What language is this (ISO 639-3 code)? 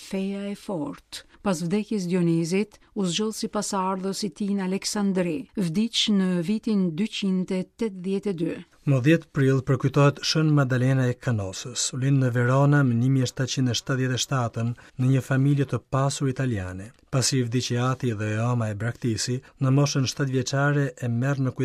sqi